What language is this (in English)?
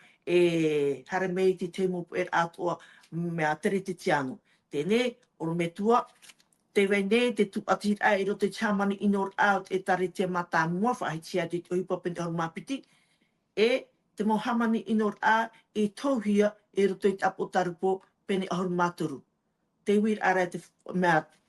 Tahitian